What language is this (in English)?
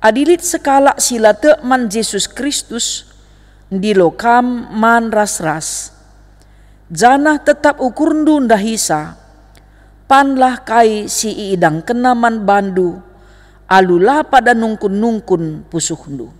Batak Karo